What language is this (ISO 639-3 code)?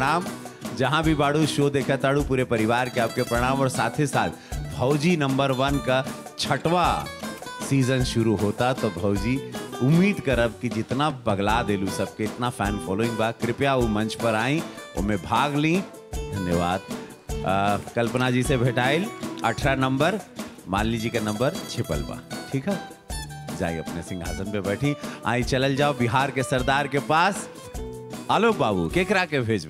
bho